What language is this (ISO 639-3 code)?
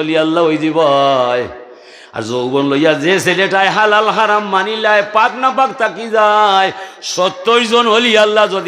syl